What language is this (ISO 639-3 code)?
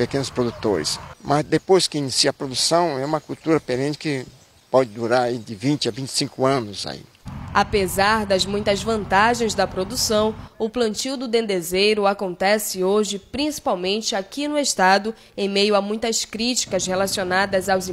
por